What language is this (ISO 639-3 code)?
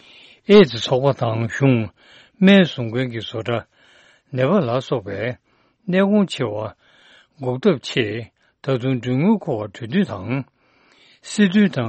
bod